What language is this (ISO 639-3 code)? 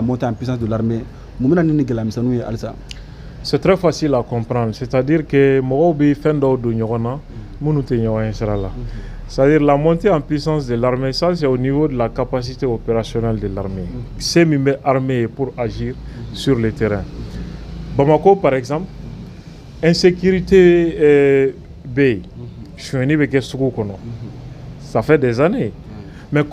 bam